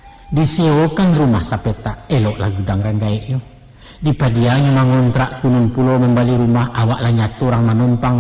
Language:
Minangkabau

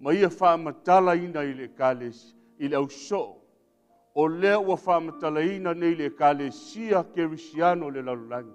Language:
Samoan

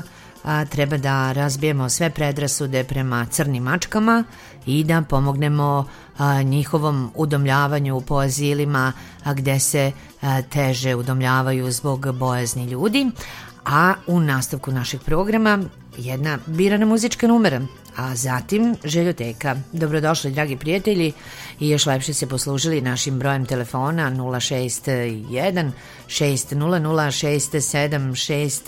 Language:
Serbian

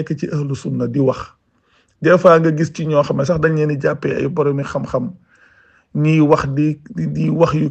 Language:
Wolof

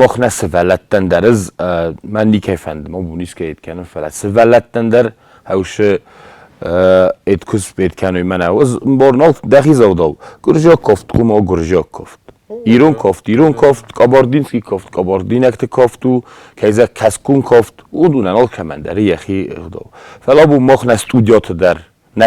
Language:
Ossetic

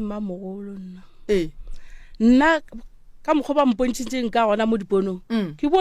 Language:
Northern Sotho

